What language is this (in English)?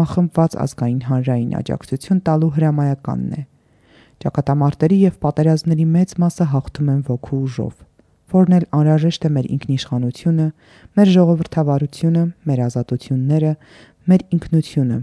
Armenian